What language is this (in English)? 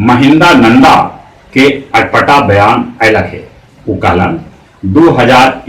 Magahi